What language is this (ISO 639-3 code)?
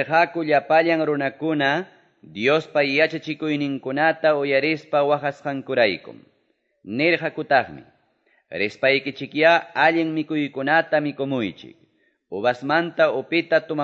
que